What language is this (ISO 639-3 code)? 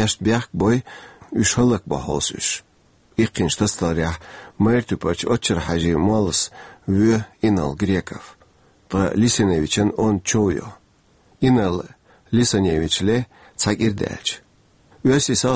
che